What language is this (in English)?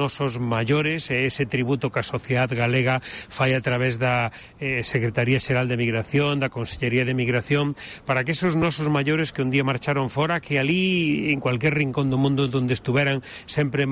Galician